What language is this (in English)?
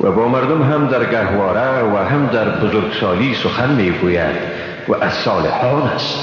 Persian